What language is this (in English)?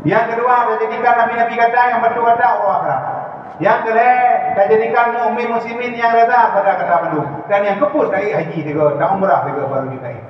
Achinese